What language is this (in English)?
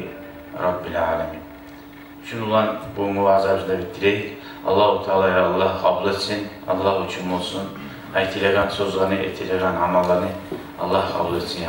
Kumyk